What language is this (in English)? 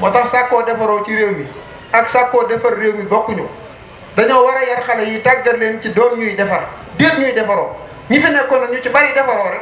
Wolof